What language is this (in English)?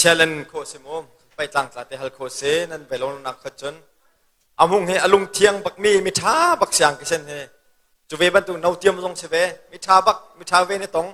Hakha Chin